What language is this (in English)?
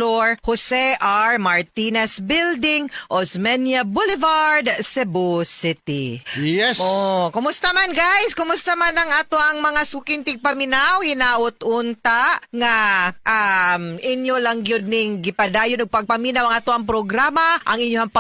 Cebuano